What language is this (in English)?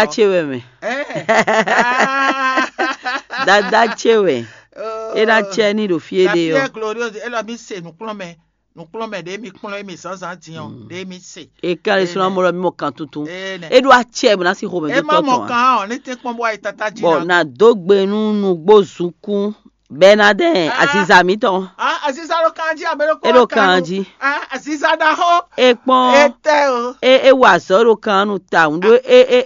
Fon